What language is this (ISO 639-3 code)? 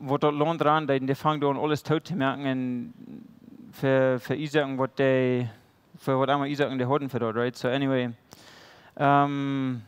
pdt